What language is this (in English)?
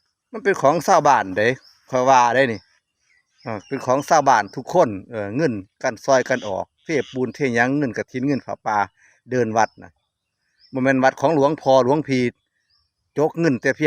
Northeastern Thai